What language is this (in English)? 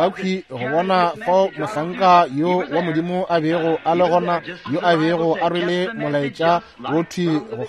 Northern Sotho